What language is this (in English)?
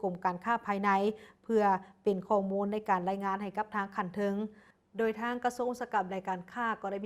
Lao